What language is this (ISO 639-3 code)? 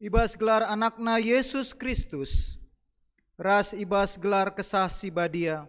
btx